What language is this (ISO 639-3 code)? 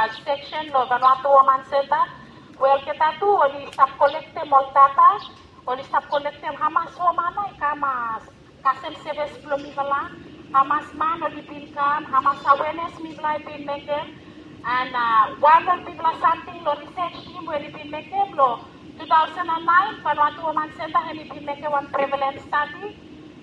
bis